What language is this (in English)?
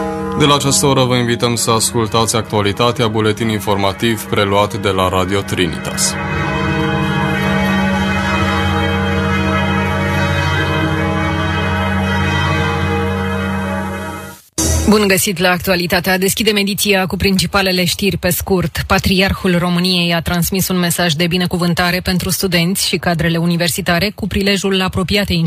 Romanian